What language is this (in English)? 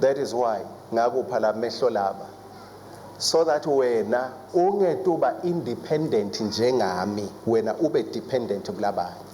Swati